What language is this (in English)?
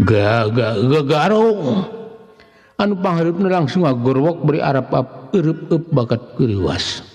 Sundanese